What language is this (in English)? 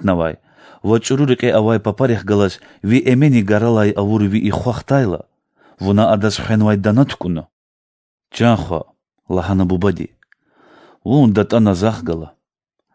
Lezghian